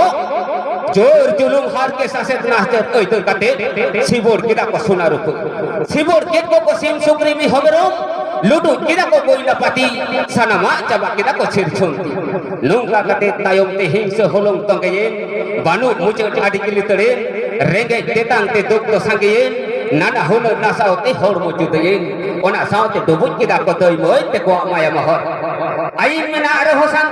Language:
Santali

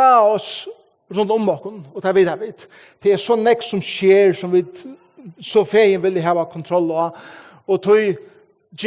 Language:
Faroese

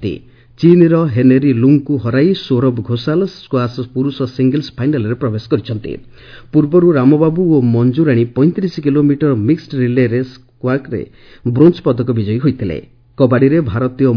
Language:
Odia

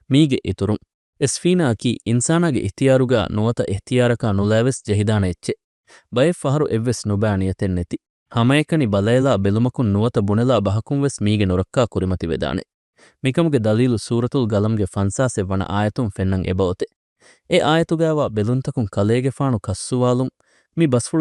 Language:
Divehi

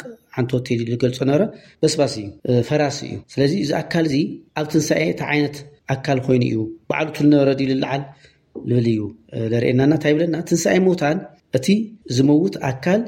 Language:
Tigrinya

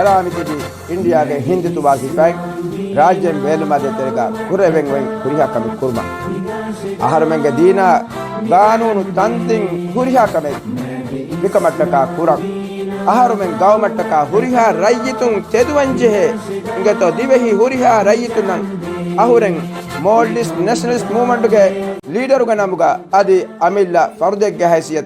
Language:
Divehi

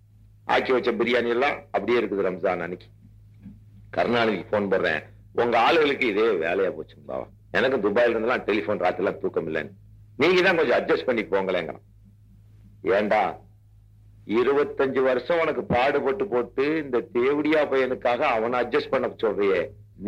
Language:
Tamil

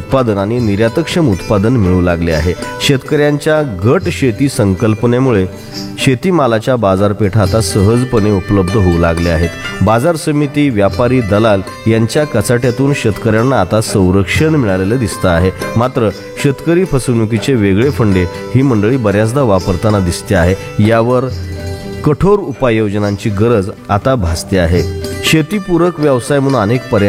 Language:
Marathi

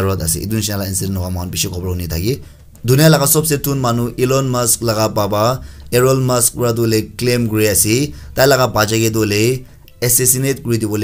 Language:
Naga Pidgin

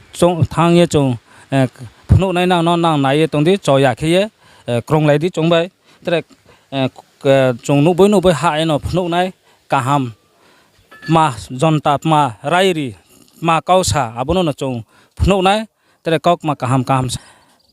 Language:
Riang (India)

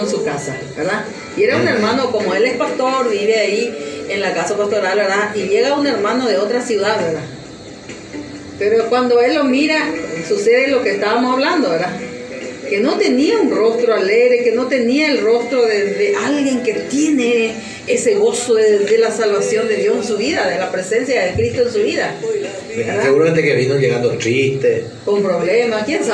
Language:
Spanish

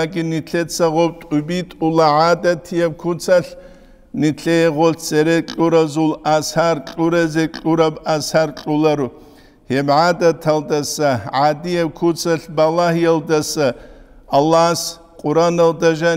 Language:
Avaric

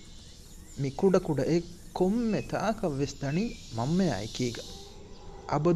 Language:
Divehi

